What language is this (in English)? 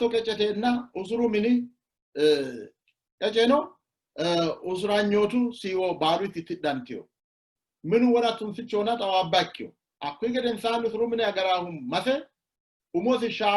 Sidamo